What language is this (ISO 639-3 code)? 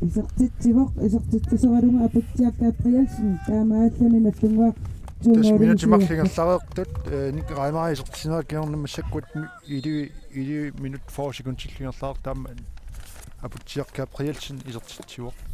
kal